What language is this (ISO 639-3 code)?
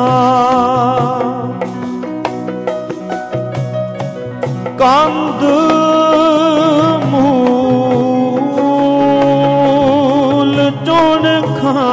pan